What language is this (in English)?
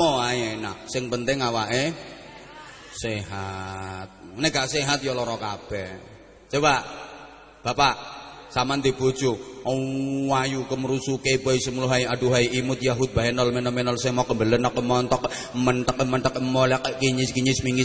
Javanese